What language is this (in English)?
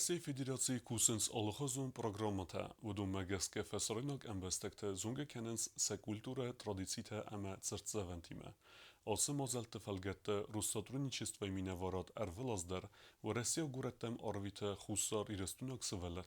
Ossetic